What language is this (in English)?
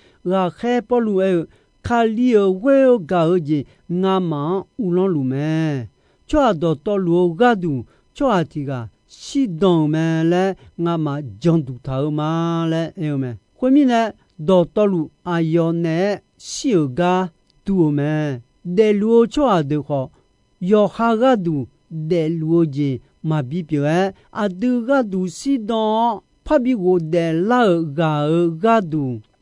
Akha